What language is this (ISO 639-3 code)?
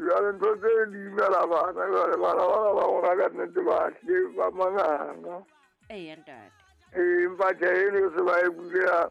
sot